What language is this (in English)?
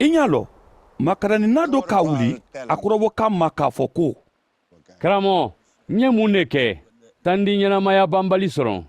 Mandingo